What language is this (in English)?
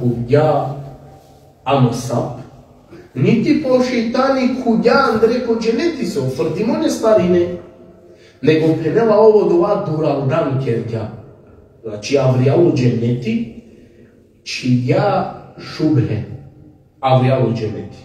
Balkan Romani